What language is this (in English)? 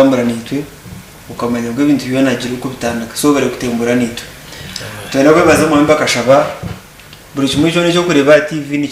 Nyankole